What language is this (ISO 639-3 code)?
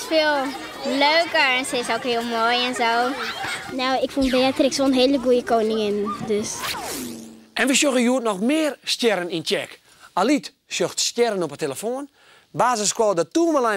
fry